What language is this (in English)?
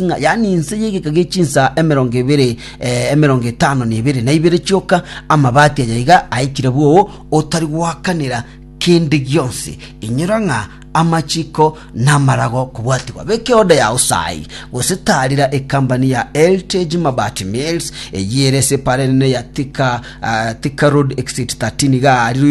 Gusii